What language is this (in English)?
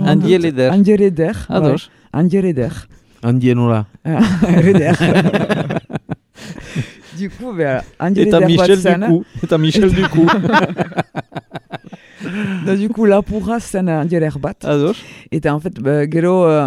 Basque